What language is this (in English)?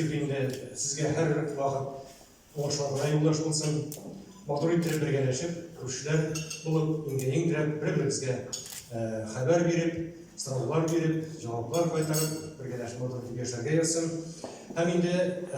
Tatar